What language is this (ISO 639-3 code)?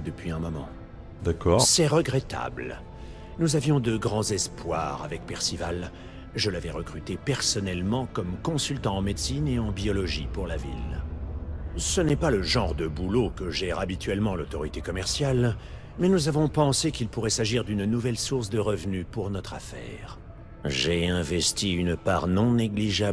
fra